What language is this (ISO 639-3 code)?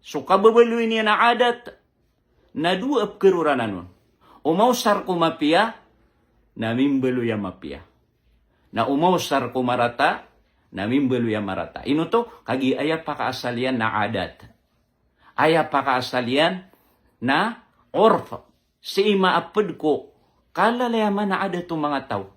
mrw